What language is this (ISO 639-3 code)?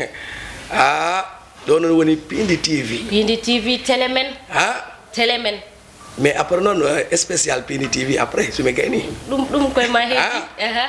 ful